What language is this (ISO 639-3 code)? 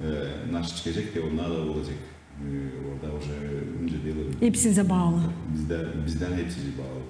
gag